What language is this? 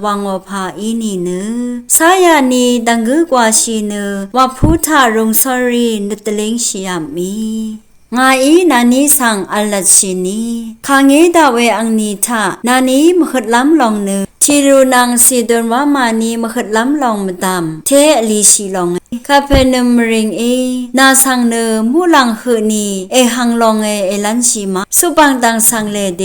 Rawang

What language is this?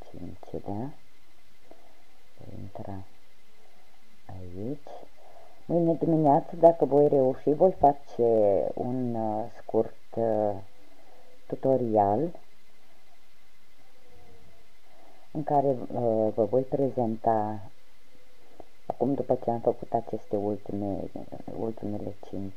Romanian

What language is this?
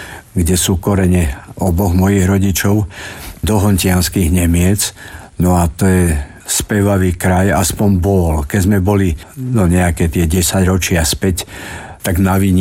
Slovak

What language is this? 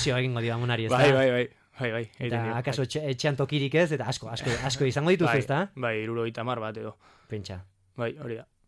Basque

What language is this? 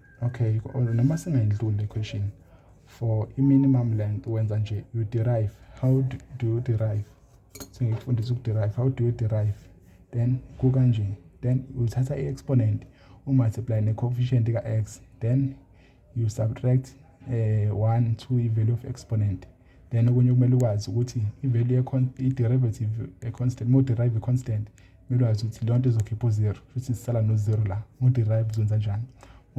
Zulu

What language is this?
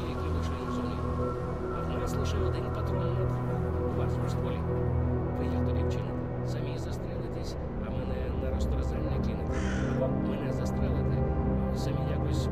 Ukrainian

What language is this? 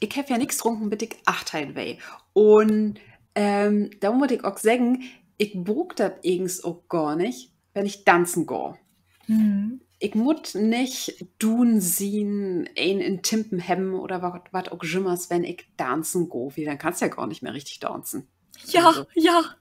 Low German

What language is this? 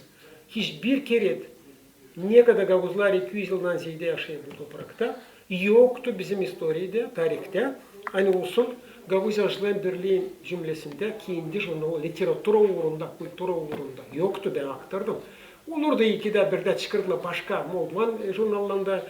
Gagauz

